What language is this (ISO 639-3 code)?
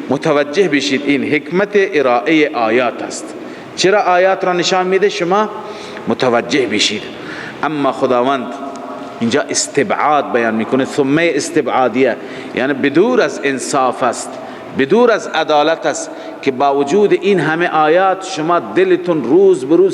fas